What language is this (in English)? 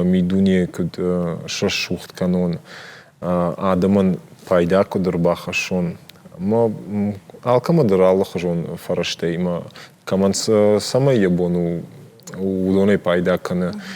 Ossetic